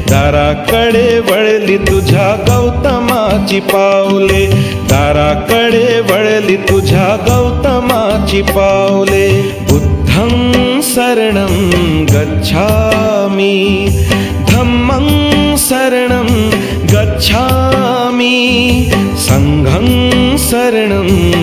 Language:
Marathi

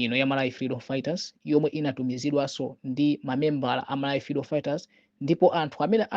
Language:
Nyanja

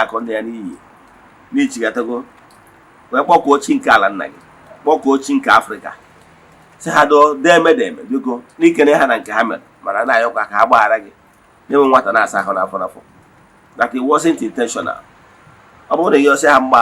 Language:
Igbo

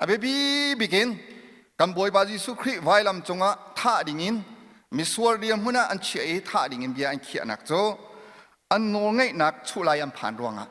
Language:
Hakha Chin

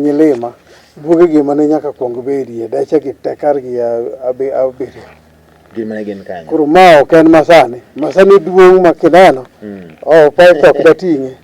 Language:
Luo (Kenya and Tanzania)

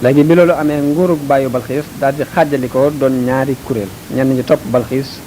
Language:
Wolof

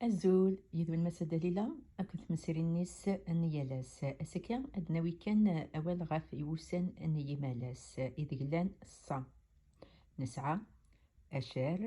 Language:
Kabyle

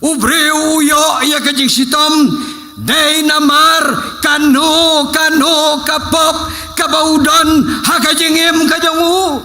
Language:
Khasi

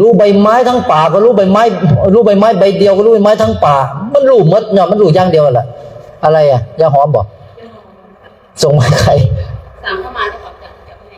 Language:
Northeastern Thai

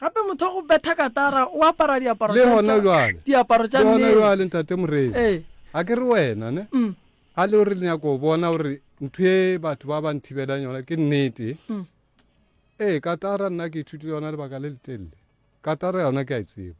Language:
Northern Sotho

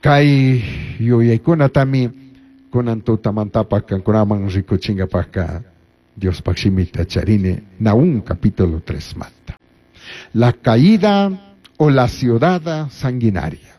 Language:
Chimborazo Highland Quichua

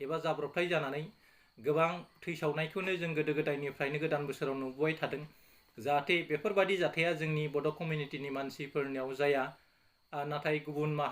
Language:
Bodo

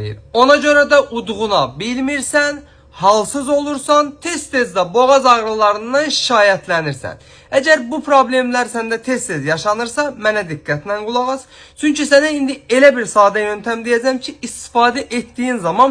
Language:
Azerbaijani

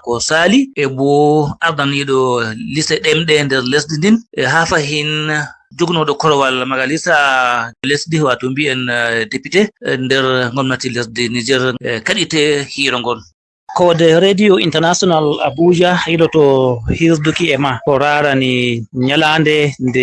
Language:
Fula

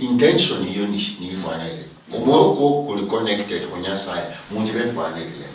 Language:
Luyia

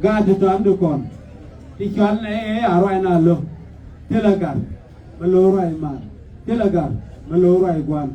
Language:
Nuer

